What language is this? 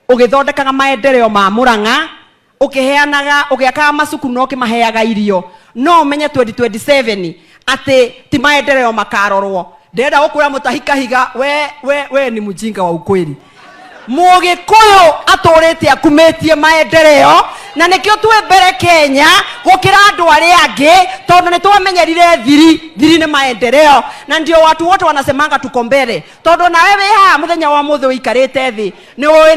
Kikuyu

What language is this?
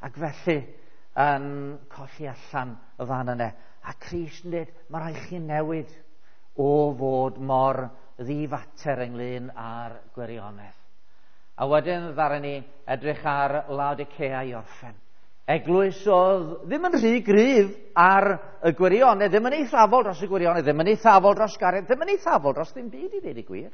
Welsh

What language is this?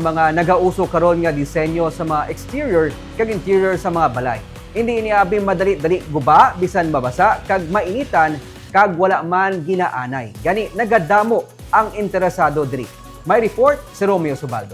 Hiligaynon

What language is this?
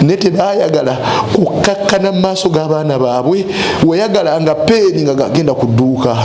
Ganda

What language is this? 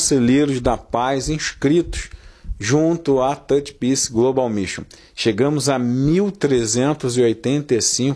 Portuguese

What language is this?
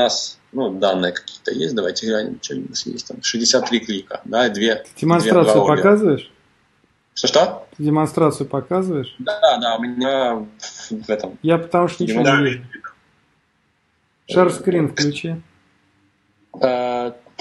Russian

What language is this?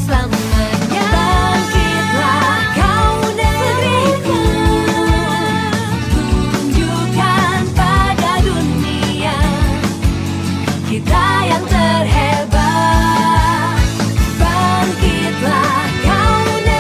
Indonesian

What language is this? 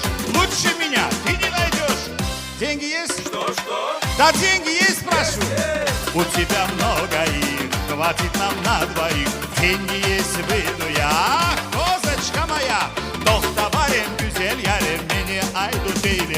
Crimean Tatar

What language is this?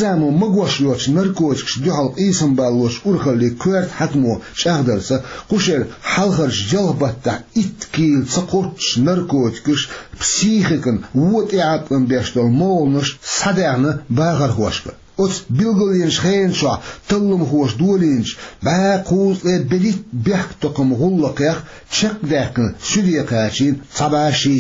Chechen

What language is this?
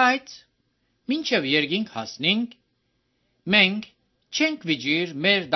Armenian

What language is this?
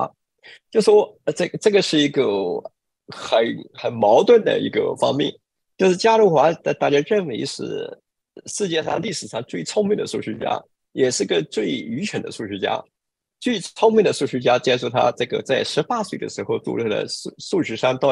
Chinese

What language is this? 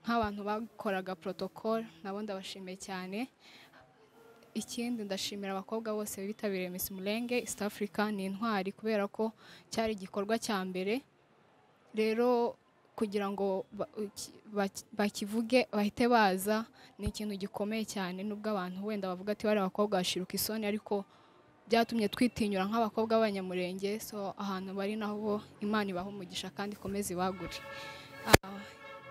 Kinyarwanda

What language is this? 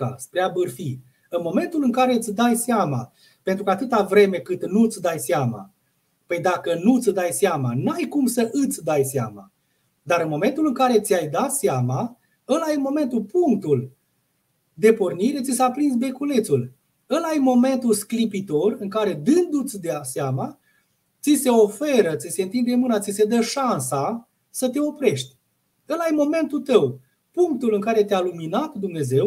Romanian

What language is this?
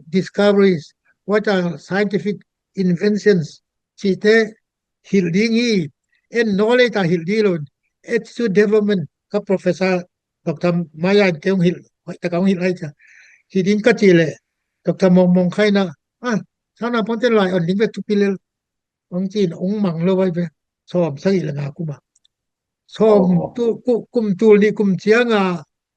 Tedim Chin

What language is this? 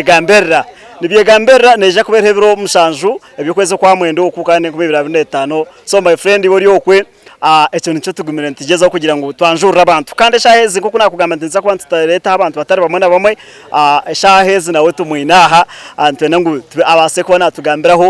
Nyankole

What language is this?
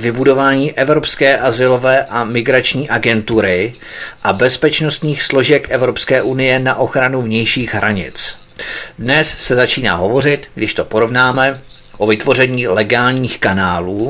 Czech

